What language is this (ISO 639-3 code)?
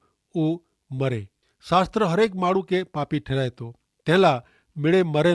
kfr